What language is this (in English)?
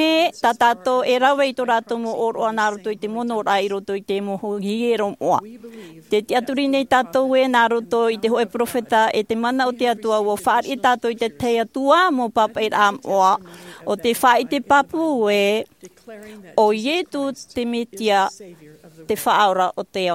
Tahitian